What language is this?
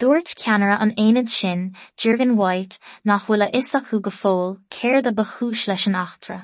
Irish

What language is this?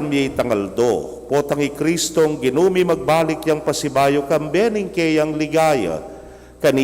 Pampanga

